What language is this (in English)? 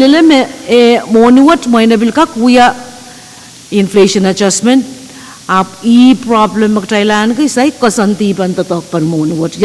Pohnpeian